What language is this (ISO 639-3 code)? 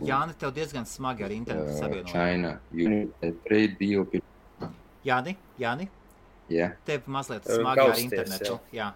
lav